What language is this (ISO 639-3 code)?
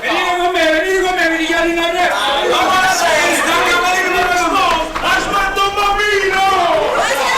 nap